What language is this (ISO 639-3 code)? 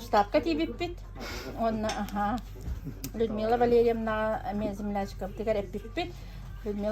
sah